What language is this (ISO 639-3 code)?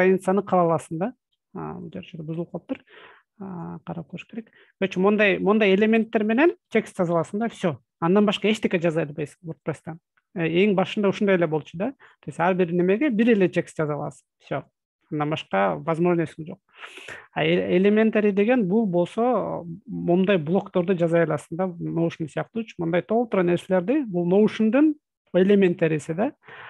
kir